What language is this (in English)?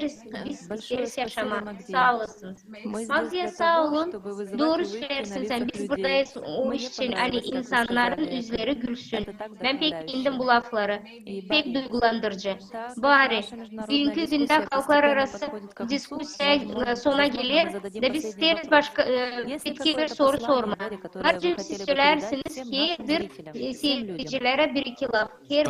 Gagauz